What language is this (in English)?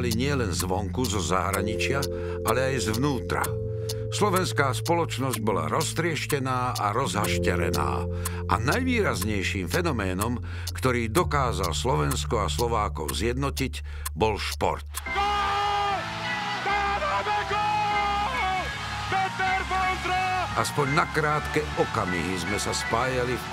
Slovak